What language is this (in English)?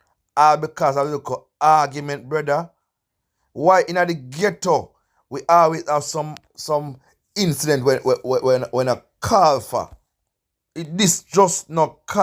Jamaican Creole English